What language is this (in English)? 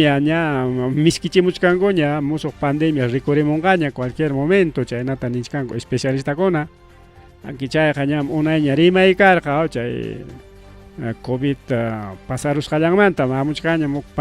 Ayacucho Quechua